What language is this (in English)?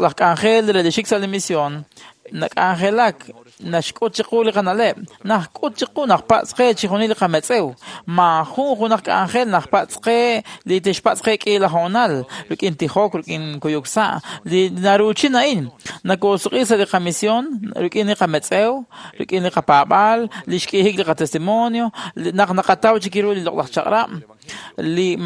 Kekchí